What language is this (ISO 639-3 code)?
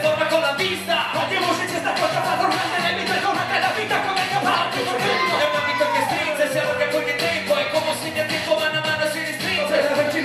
ita